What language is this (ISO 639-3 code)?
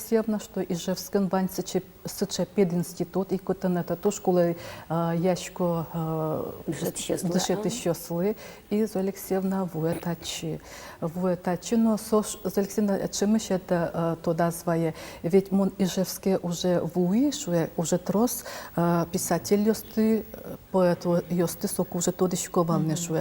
udm